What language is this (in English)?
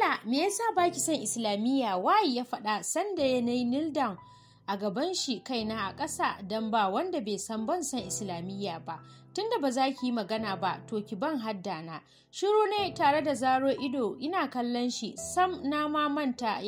Hausa